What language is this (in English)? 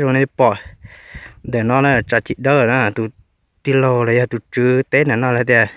Hmong